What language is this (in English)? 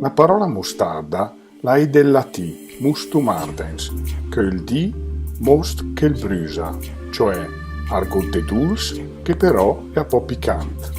Lombard